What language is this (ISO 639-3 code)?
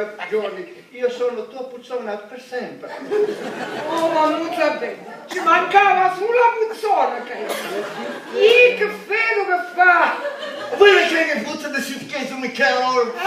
scn